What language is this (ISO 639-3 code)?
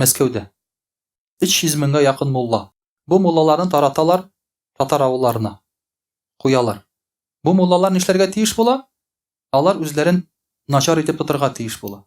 tat